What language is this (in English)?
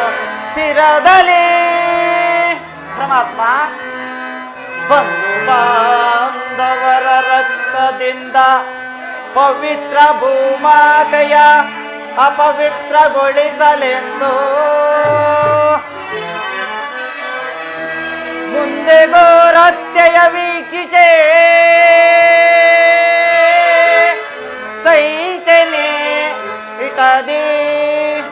Kannada